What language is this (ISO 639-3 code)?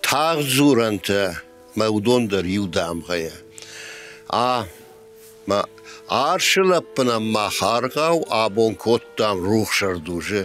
oss